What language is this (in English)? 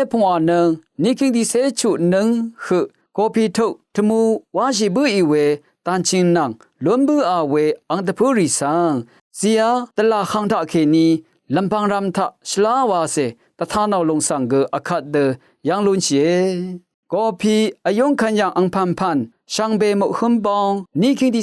Rawang